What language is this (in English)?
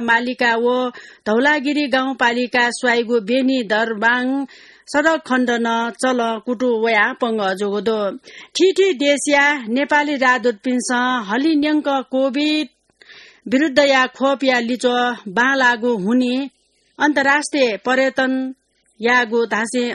Newari